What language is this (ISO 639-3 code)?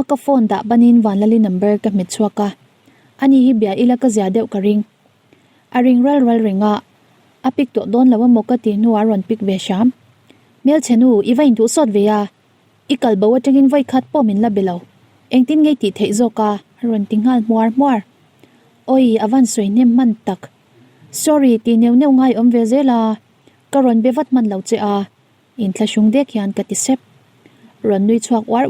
lus